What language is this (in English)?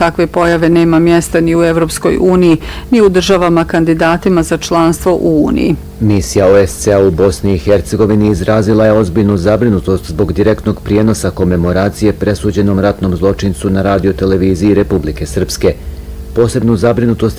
Bosnian